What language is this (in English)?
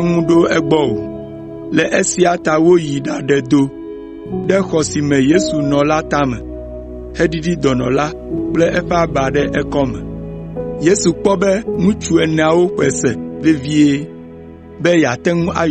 Ewe